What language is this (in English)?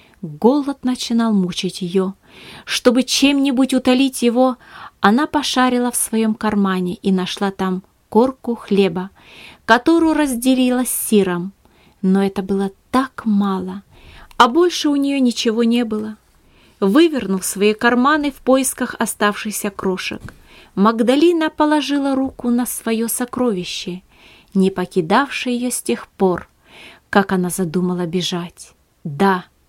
Russian